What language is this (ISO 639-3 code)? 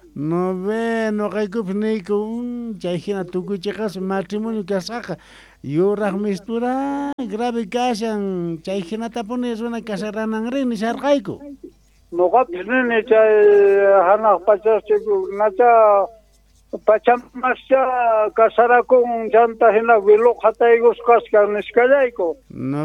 que